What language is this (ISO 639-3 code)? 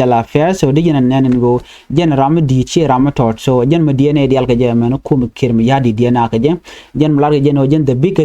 nus